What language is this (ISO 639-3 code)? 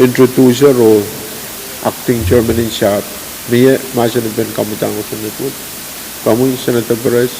pon